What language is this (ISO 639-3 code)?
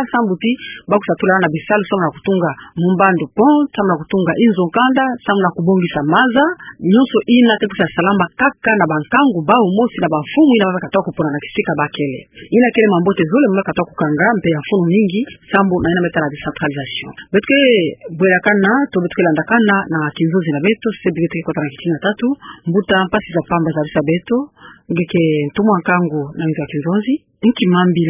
ktu